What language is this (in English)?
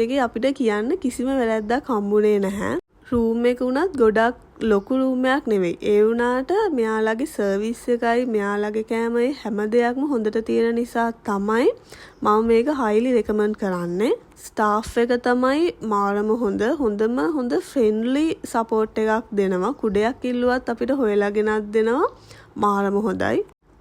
Sinhala